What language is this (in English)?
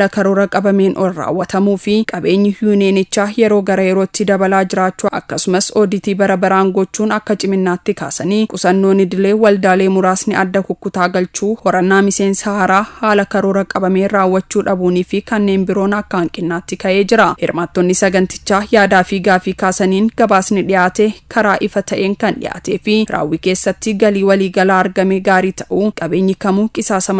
Oromo